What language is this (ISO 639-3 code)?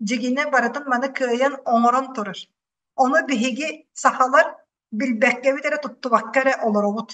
sah